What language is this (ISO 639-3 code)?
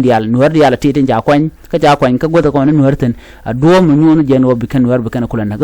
nus